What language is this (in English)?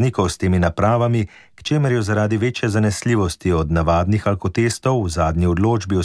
Slovenian